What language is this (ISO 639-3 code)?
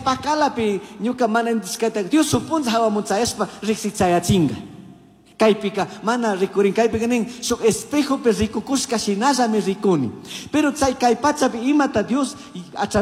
qug